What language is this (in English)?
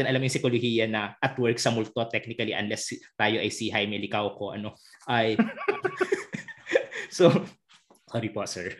Filipino